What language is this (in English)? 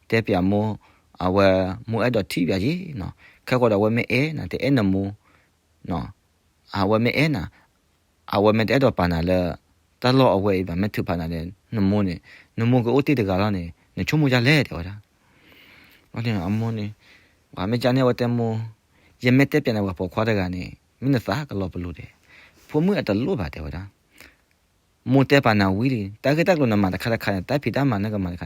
S'gaw Karen